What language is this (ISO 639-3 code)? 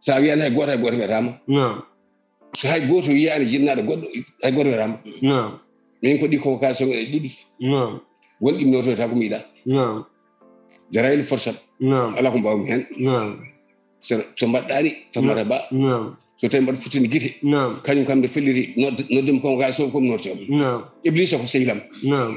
ful